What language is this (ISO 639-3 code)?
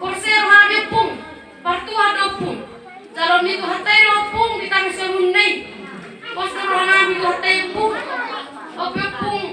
bbc